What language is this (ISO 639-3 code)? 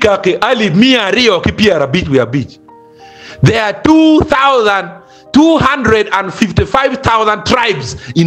ach